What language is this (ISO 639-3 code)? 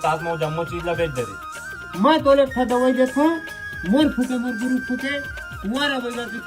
hne